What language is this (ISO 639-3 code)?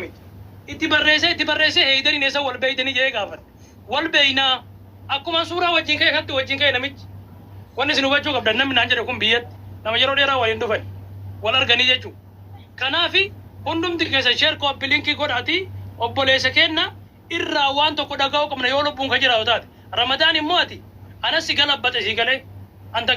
orm